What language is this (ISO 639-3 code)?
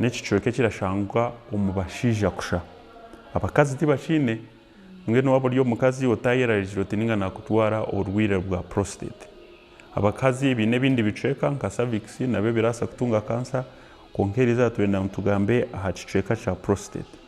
nyn